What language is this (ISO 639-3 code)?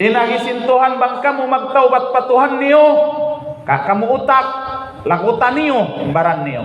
tsg